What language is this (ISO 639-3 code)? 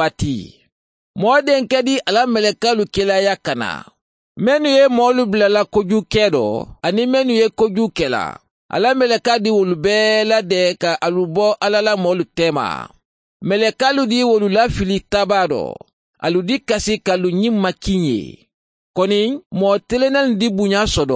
man